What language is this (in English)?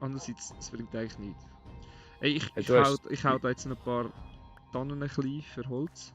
Swiss German